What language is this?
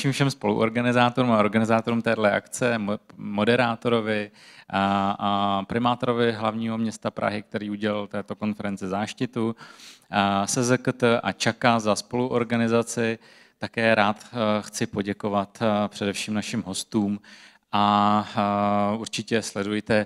Czech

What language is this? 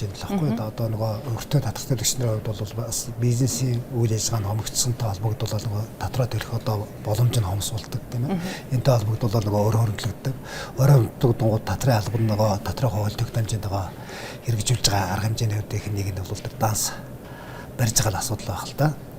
Mongolian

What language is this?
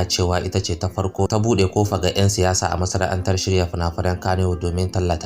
Hausa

